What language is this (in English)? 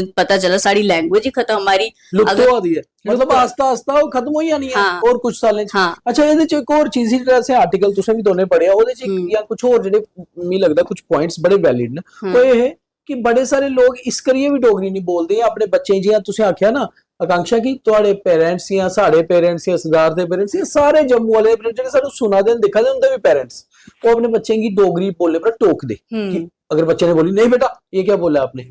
Dogri